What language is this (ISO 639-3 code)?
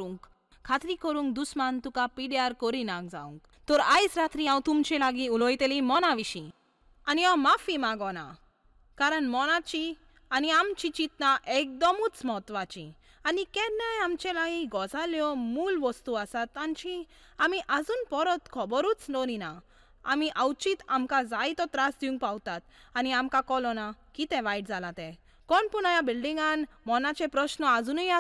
kok